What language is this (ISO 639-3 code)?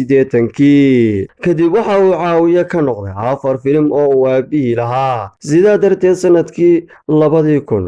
som